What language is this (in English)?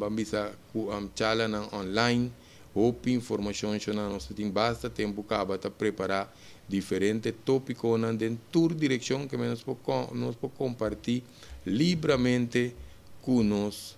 Papiamento